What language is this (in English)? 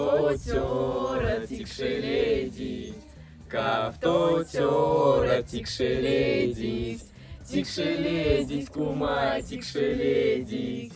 Moksha